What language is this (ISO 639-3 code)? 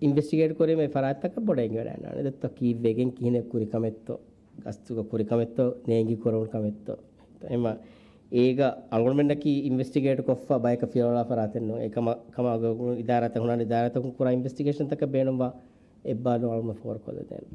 div